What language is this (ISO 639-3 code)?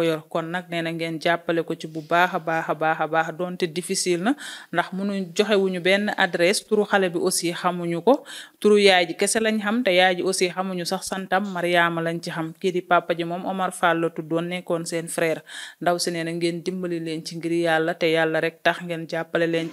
wol